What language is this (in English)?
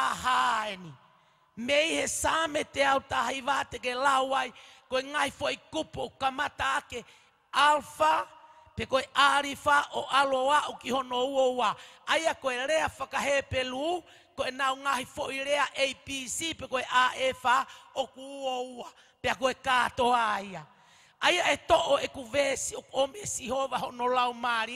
Tongan